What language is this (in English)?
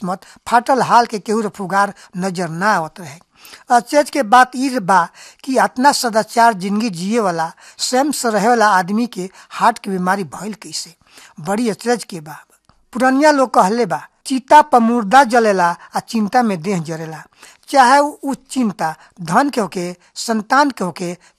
Bhojpuri